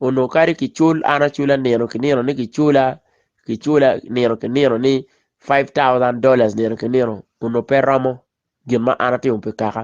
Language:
Acoli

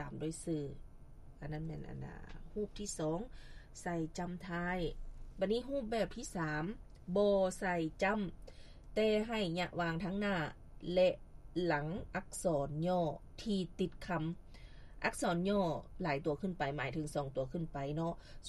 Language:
Lao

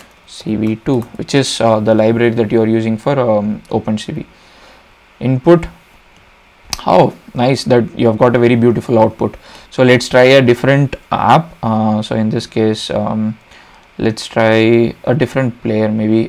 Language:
English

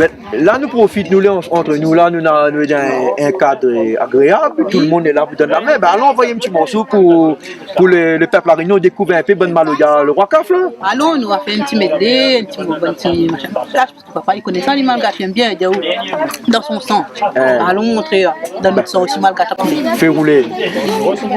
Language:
Réunion Creole French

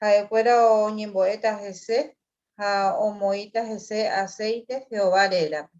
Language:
Guarani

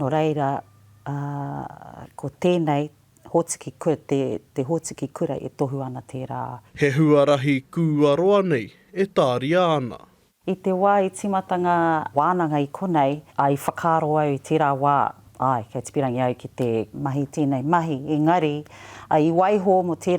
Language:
Māori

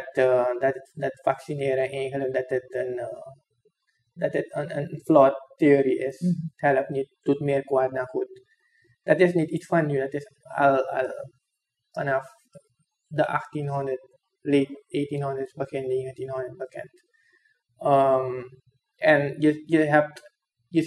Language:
Dutch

